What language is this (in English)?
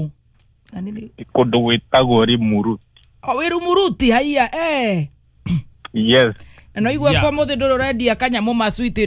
Kikuyu